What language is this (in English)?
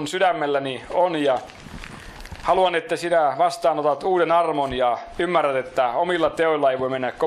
Finnish